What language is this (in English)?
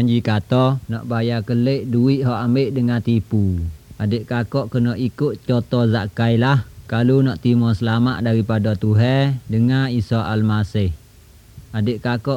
Malay